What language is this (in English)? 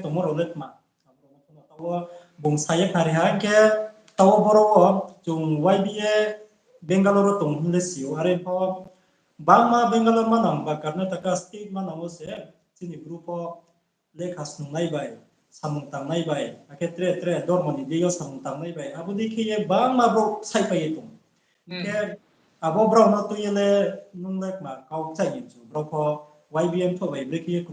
Riang (India)